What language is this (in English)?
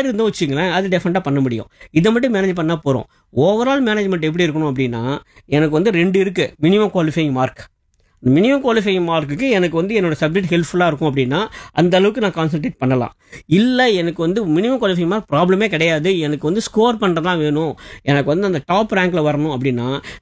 Tamil